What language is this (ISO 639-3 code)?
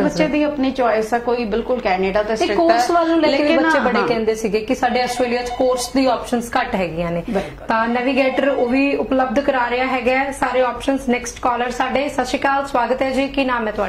pan